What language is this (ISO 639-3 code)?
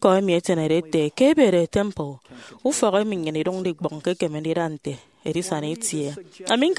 efi